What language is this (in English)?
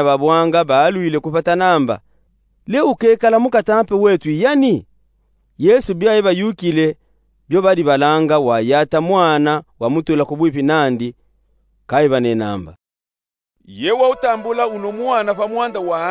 Luba-Katanga